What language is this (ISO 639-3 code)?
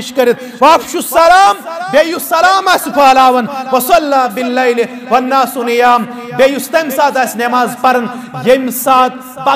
kas